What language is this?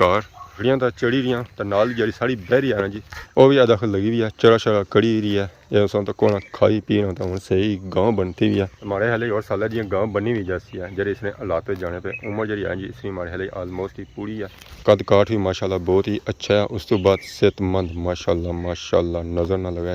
Pahari-Potwari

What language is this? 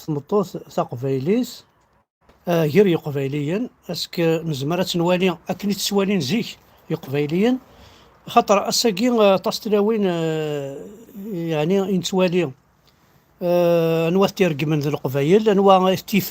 Kabyle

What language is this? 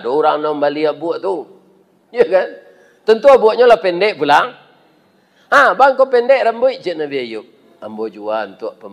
Minangkabau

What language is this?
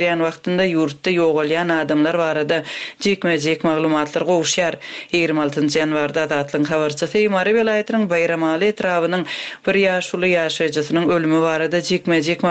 Turkmen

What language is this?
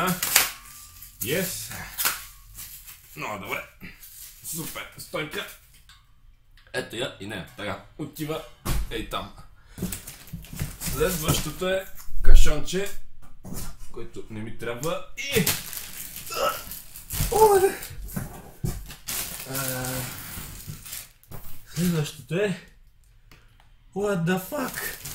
Bulgarian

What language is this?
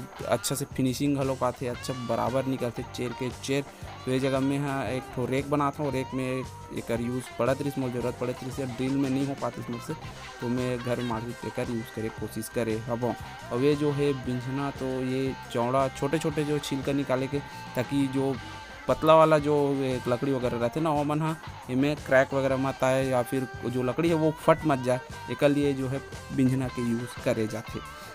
Chhattisgarhi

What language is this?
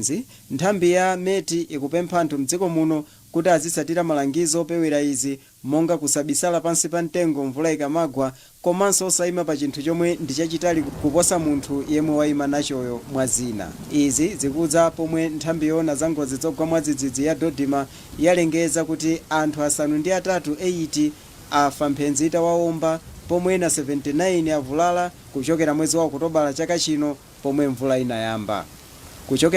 Nyanja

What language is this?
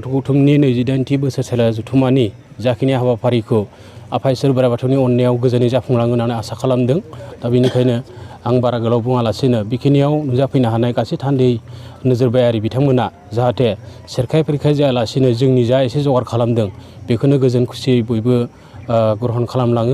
Bodo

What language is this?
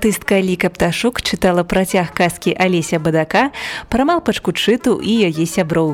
Belarusian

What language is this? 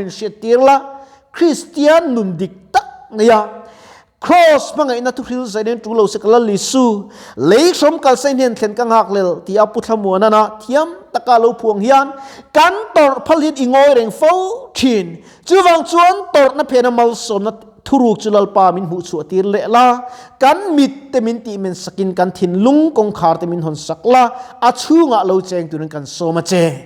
Mizo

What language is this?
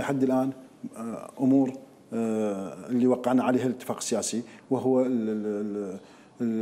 Mesopotamian Arabic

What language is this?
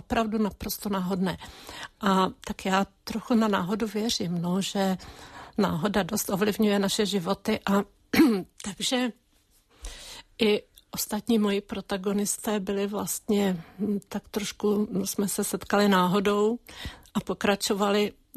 Czech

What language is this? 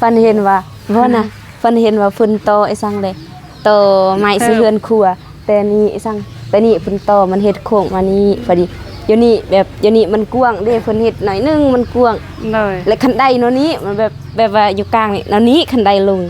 Lao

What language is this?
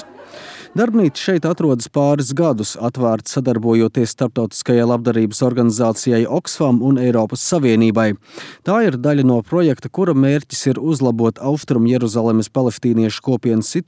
Latvian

